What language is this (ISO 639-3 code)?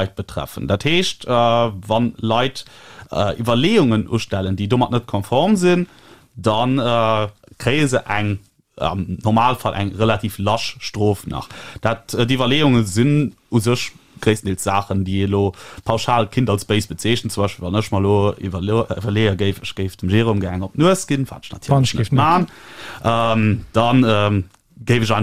ltz